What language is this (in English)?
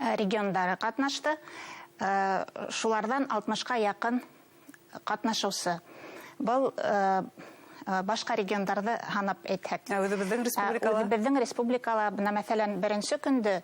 Bashkir